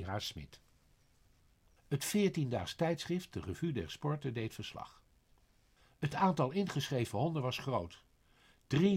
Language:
Dutch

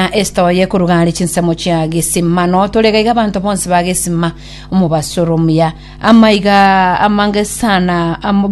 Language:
Gusii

